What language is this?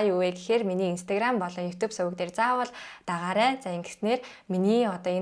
Mongolian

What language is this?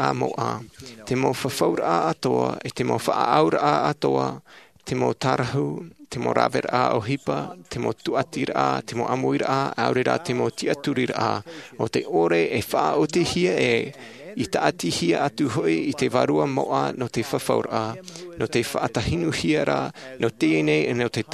Tahitian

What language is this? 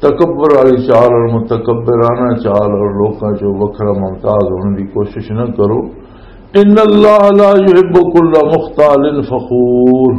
Western Panjabi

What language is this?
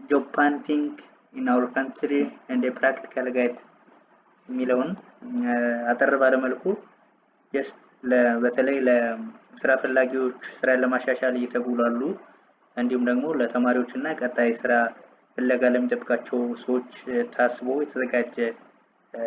Amharic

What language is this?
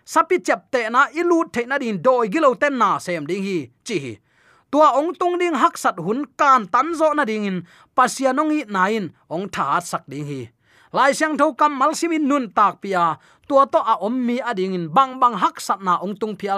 Tedim Chin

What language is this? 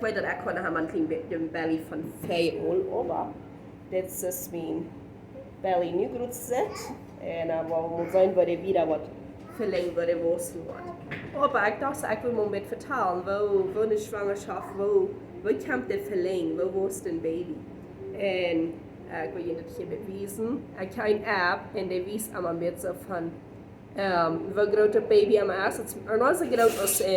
Plautdietsch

